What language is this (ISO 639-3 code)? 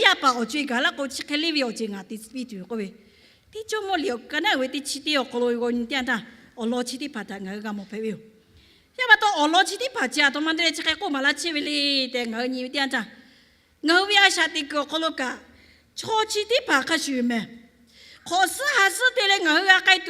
lhu